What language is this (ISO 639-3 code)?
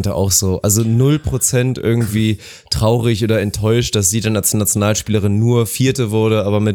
deu